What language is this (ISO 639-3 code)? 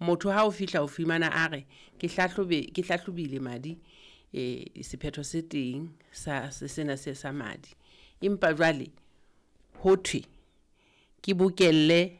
sot